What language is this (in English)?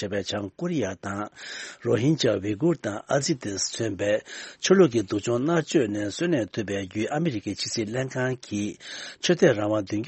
Tibetan